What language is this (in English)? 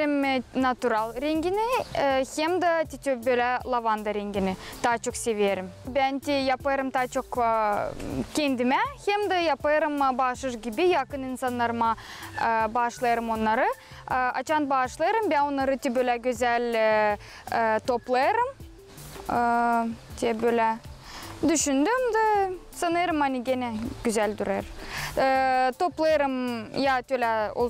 Gagauz